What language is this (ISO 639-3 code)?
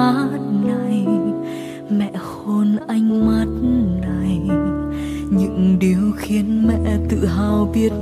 vie